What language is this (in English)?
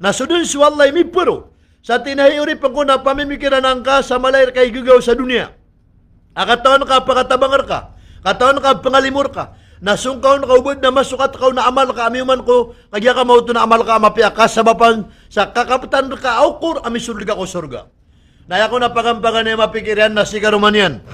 Maranao